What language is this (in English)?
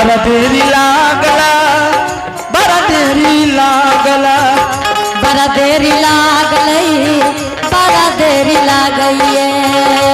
Angika